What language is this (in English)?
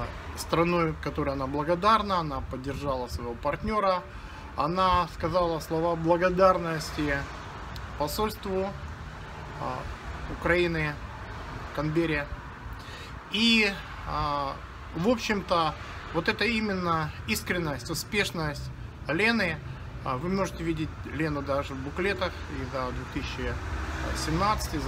Russian